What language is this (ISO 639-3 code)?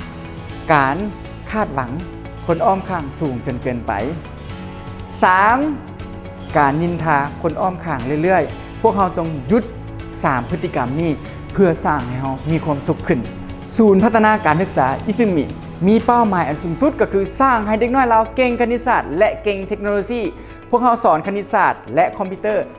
lao